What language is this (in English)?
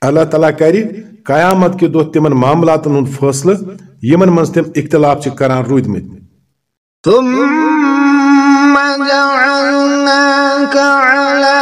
Kashmiri